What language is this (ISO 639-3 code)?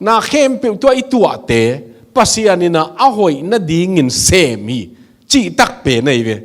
ctd